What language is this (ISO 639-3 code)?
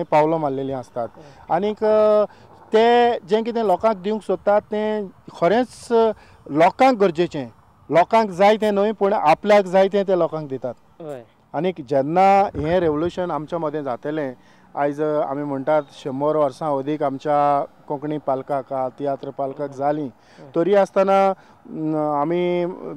kok